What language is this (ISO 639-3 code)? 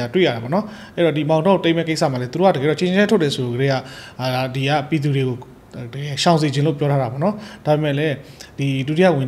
mya